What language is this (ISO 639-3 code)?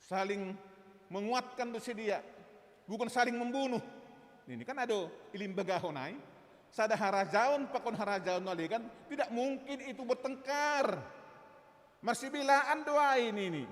bts